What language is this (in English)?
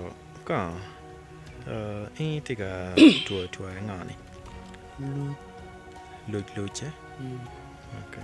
Acoli